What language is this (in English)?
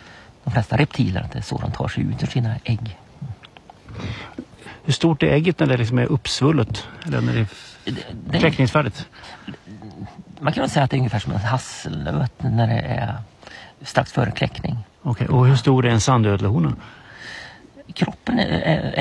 Swedish